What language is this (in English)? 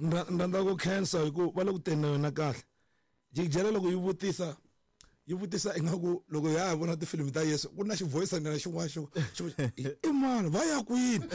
Tsonga